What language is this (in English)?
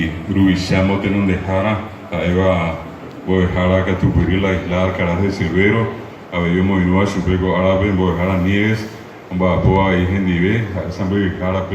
Guarani